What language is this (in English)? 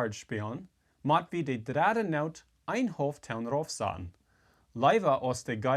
Plautdietsch